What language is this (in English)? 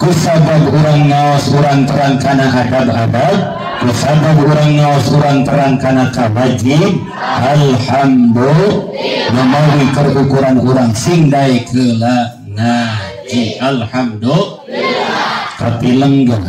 Sundanese